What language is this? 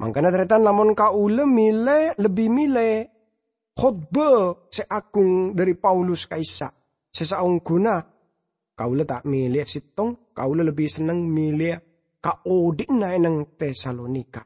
Madurese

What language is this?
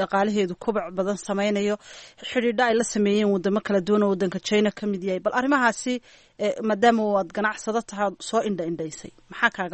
Somali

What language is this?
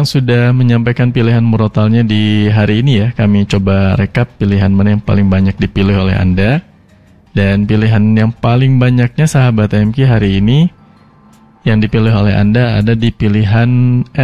Indonesian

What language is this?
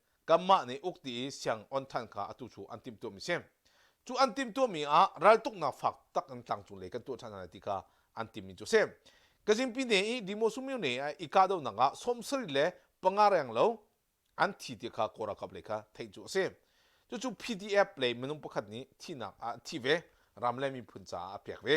Hakha Chin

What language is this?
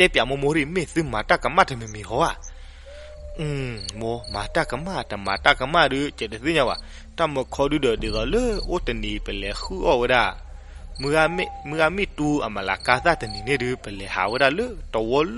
S'gaw Karen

